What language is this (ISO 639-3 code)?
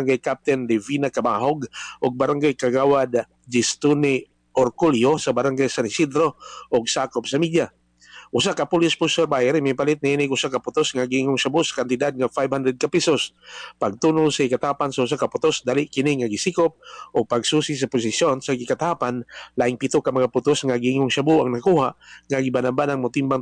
ceb